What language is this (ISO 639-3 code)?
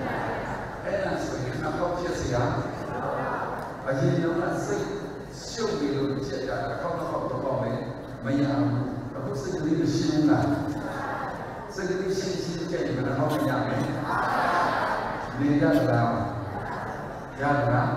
mya